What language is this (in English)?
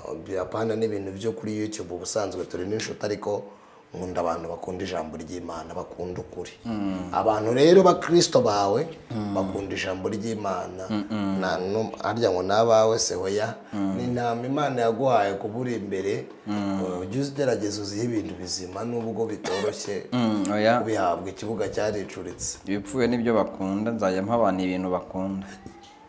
Kinyarwanda